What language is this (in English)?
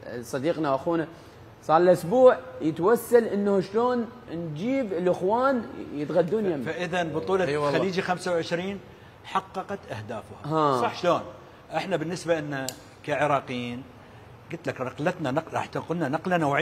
Mesopotamian Arabic